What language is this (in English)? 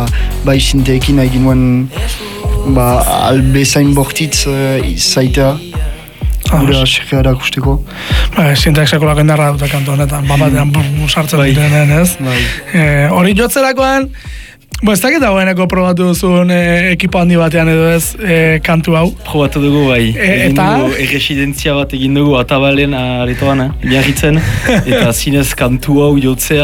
Basque